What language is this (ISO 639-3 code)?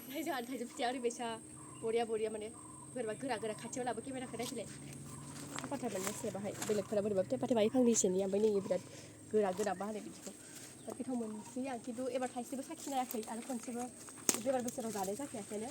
brx